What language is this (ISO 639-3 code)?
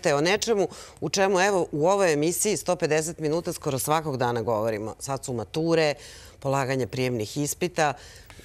srp